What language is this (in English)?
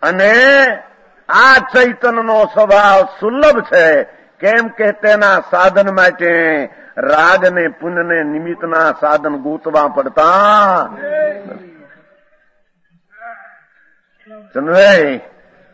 Gujarati